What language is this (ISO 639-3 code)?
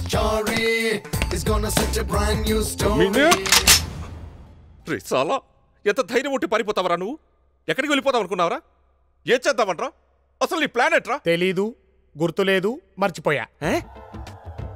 tel